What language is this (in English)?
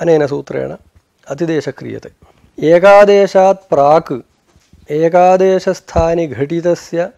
Sanskrit